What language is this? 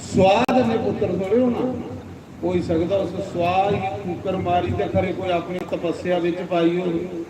Dogri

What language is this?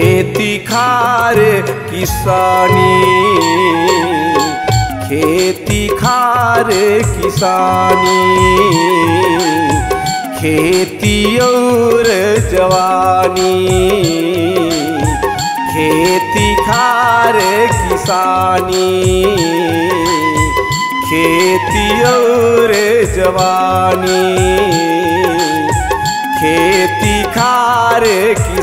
Chhattisgarhi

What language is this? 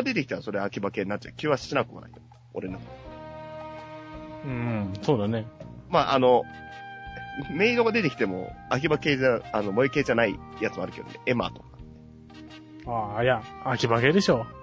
Japanese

